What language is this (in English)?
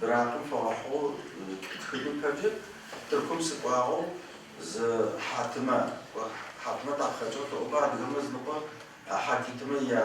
Adyghe